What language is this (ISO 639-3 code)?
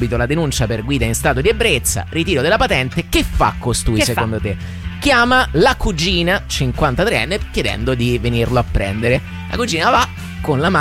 ita